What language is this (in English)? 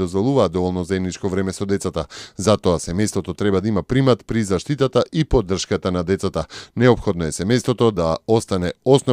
Macedonian